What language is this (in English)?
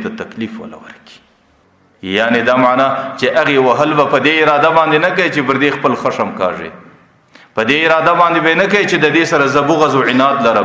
Pashto